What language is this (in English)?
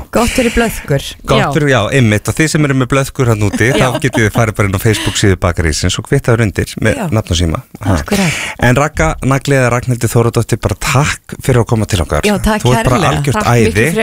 Icelandic